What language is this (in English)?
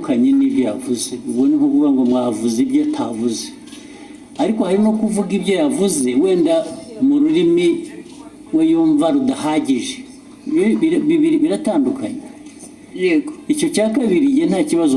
Kinyarwanda